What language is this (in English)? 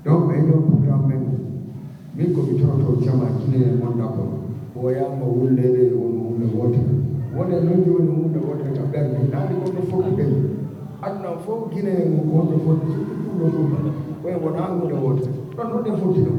Fula